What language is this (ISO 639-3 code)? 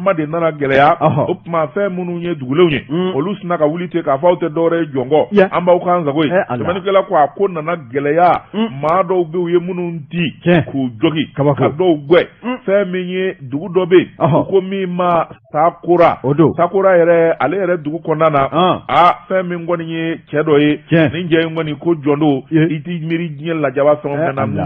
bam